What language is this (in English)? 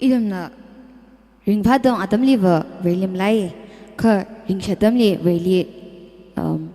Tangkhul Naga (India)